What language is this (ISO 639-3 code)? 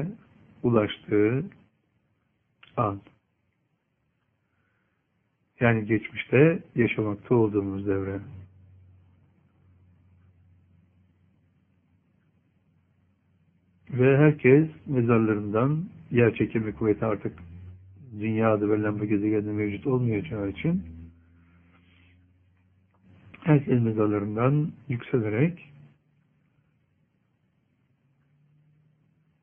tur